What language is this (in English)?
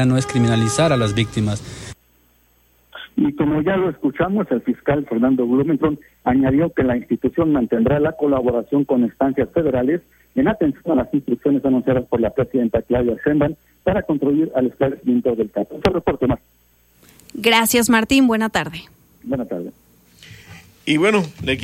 Spanish